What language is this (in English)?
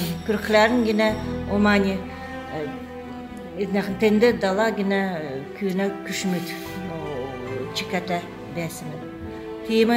Kalmyk